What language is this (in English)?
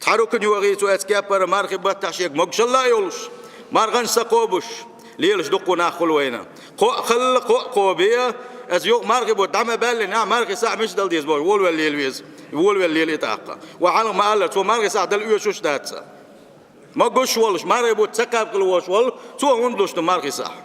Chechen